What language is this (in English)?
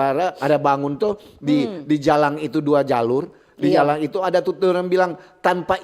Manado Malay